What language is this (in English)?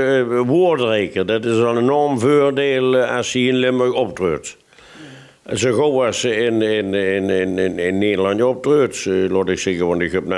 Limburgish